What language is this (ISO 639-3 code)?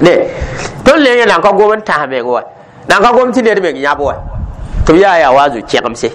mos